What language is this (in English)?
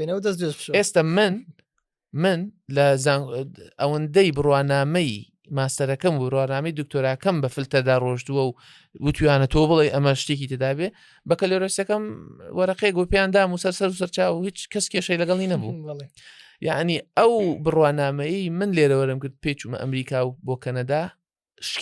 Central Kurdish